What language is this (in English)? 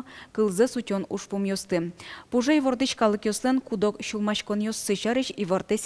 Udmurt